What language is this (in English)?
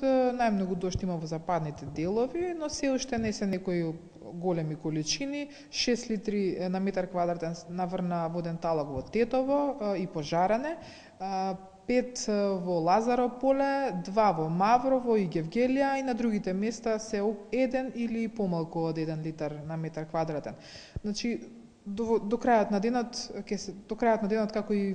Macedonian